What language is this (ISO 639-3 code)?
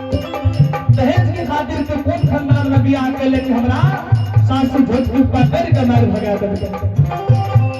anp